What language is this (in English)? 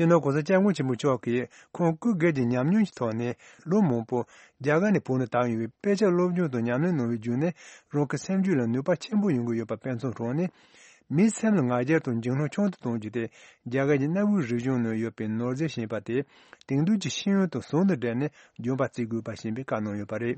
Tibetan